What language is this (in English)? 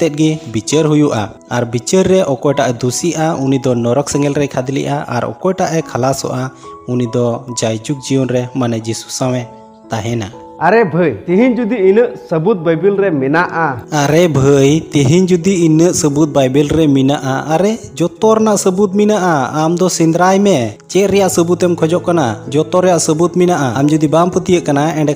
Santali